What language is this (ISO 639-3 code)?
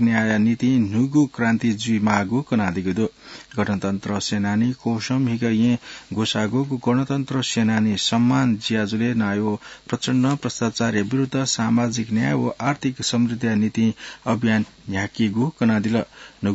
new